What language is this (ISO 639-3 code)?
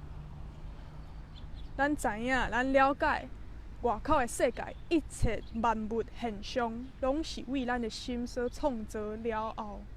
nan